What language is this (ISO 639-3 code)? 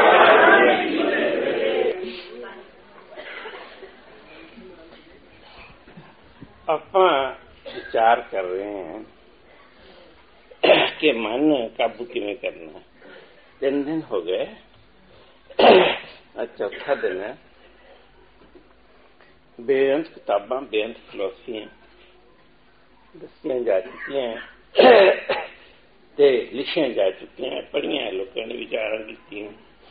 pan